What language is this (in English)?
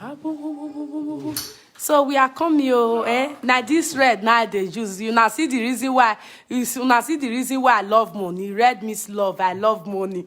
Nigerian Pidgin